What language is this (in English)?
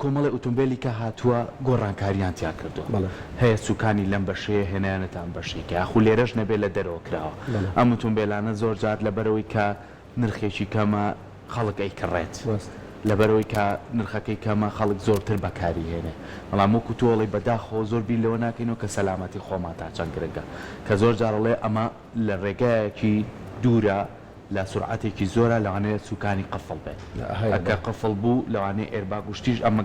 Central Kurdish